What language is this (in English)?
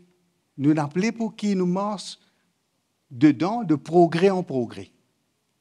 Morisyen